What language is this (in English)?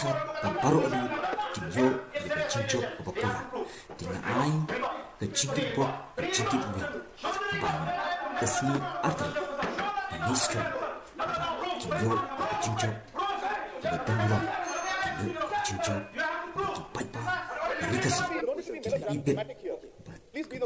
Khasi